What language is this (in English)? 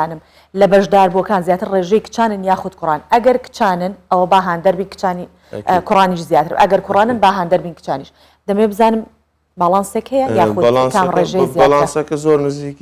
Central Kurdish